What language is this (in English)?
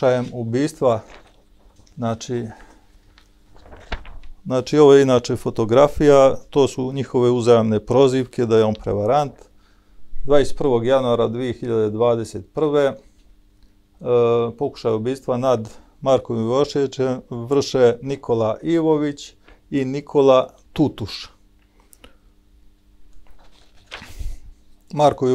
Serbian